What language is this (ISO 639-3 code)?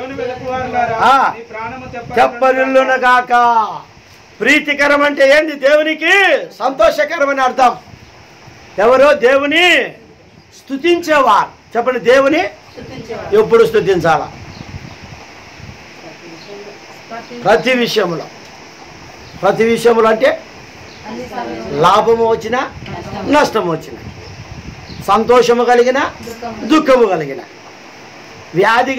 tel